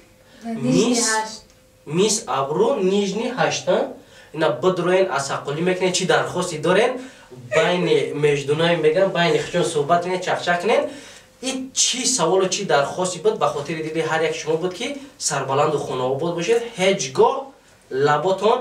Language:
Tajik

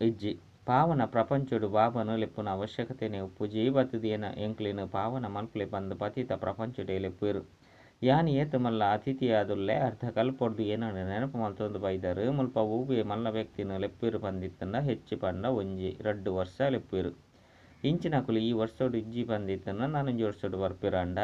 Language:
Tulu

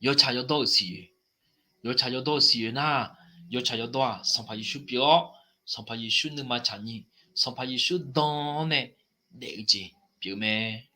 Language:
Akha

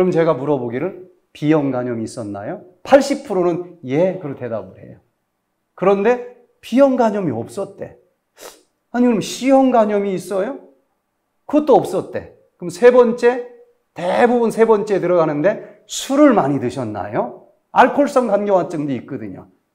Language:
Korean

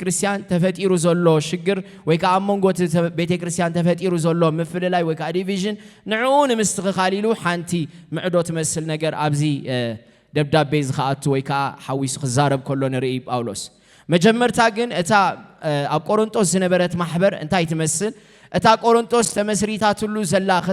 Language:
Tigrinya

